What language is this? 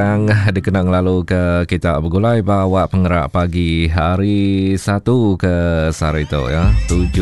Iban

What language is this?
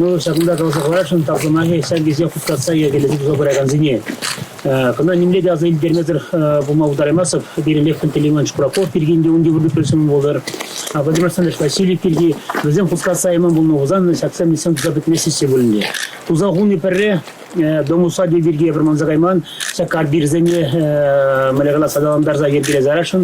Chuvash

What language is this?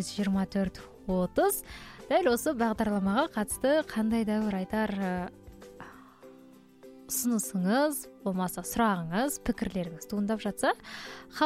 Kazakh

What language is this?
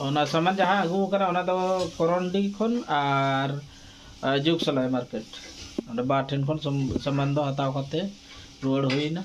Santali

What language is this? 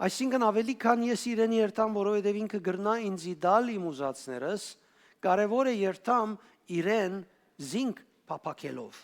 Western Armenian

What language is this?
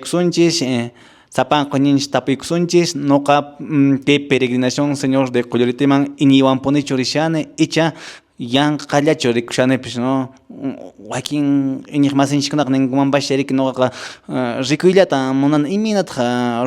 Quechua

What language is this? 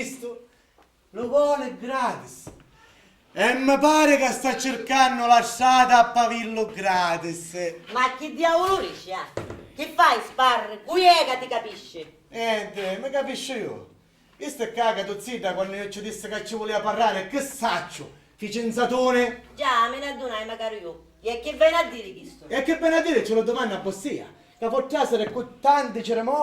Sicilian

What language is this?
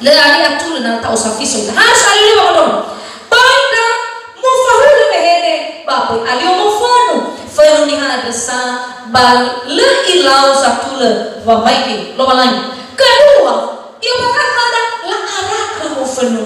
Nias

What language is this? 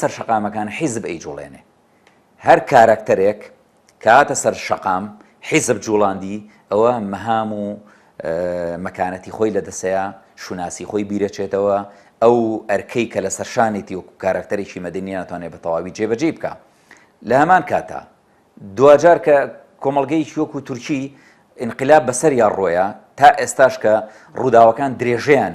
Central Kurdish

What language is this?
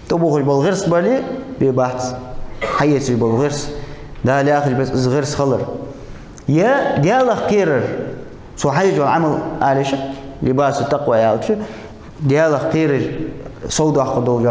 Ingush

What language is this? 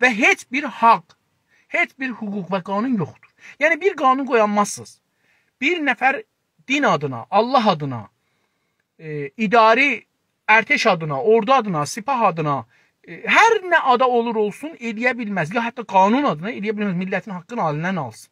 South Azerbaijani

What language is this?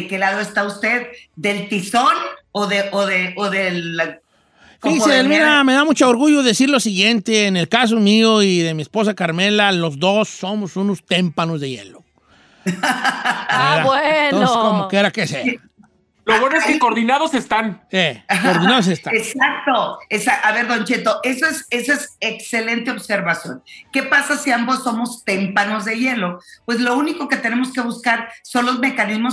Spanish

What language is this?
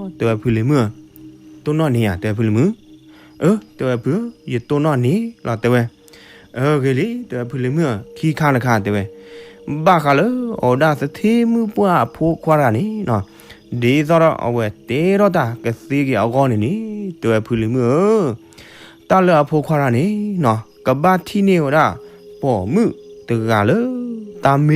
S'gaw Karen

